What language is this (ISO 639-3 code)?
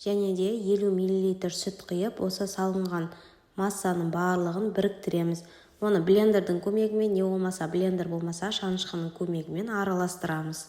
kaz